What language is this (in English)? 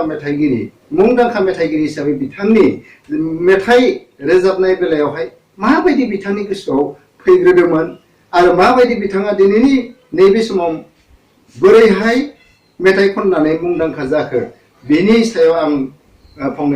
Bodo